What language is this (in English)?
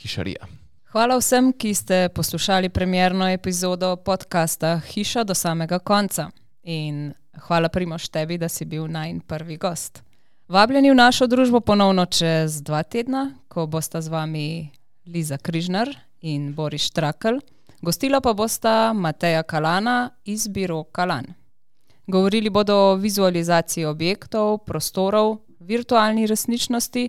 Slovenian